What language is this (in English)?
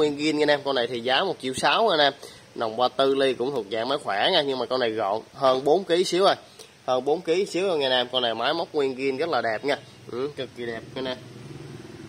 Vietnamese